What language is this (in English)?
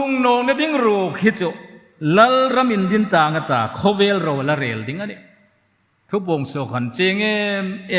Hmar